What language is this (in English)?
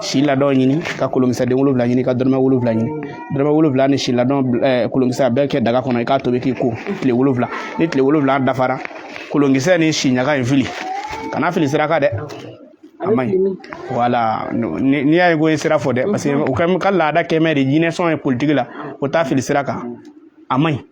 Bambara